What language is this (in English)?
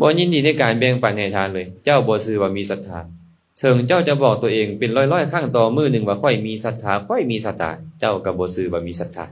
Lao